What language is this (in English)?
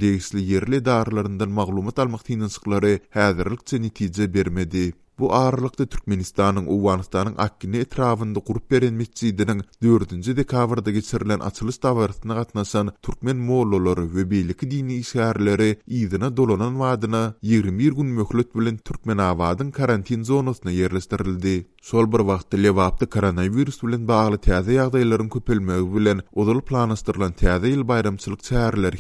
Turkmen